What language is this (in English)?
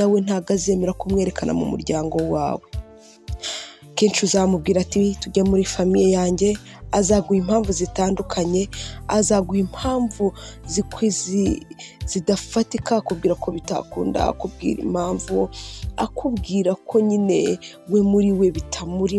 Kinyarwanda